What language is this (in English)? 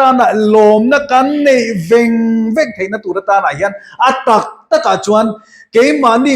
Mizo